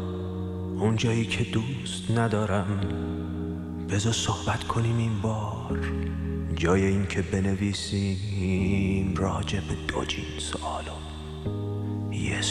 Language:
Persian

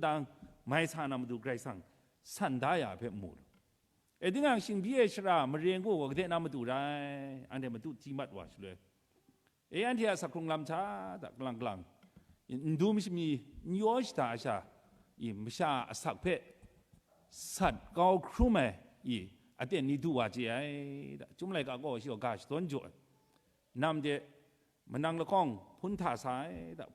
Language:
Kachin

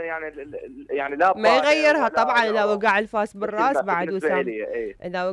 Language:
Mesopotamian Arabic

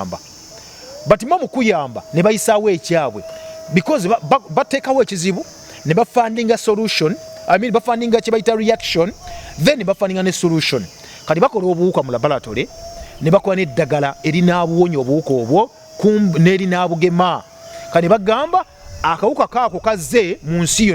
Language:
Ganda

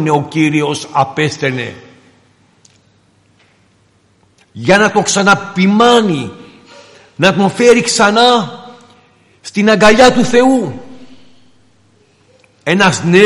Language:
Greek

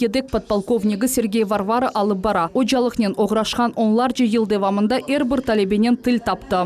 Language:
Crimean Tatar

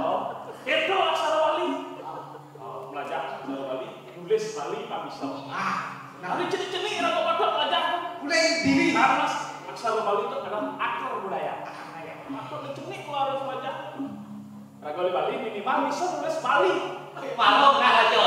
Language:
Balinese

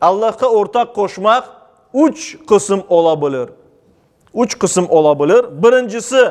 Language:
Crimean Tatar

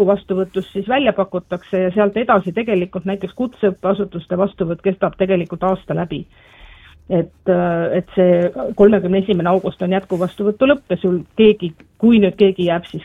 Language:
Estonian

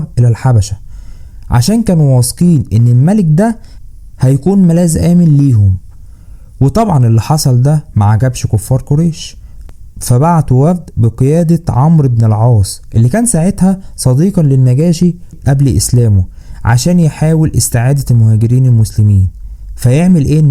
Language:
Egyptian Arabic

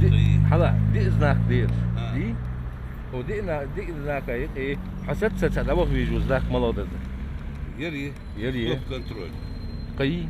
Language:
Ingush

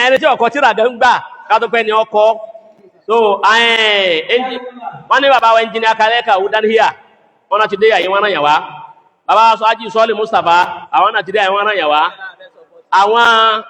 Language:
Yoruba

